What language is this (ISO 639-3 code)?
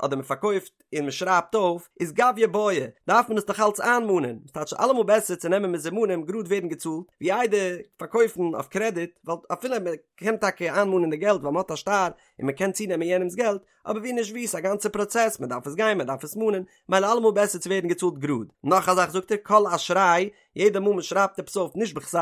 yid